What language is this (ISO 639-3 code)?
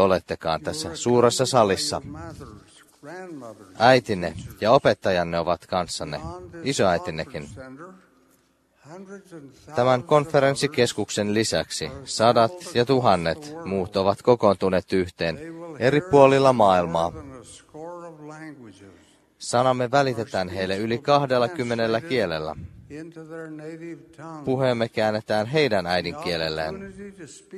fin